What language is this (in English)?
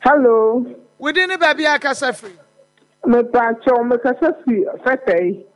Akan